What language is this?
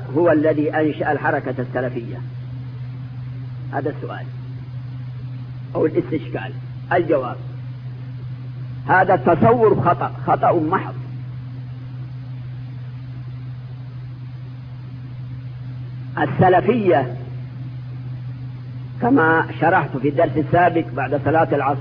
Arabic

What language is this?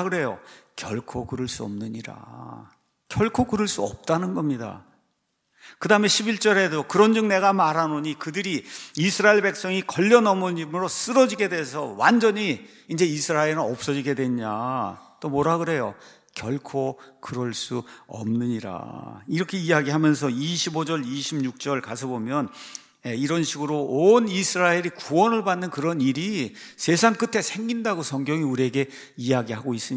Korean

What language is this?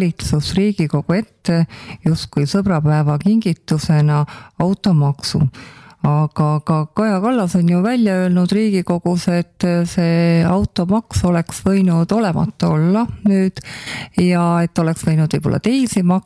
Estonian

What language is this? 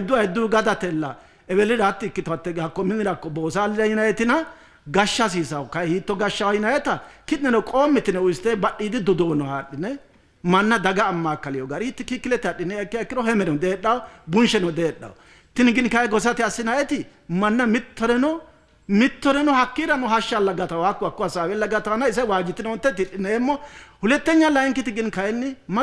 Sidamo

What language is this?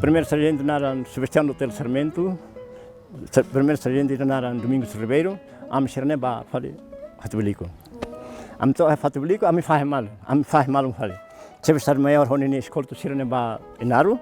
Tetum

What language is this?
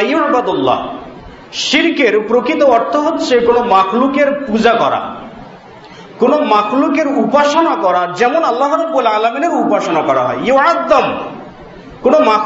Bangla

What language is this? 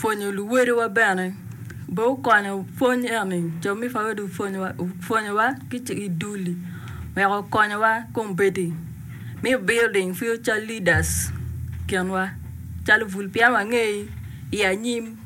Acoli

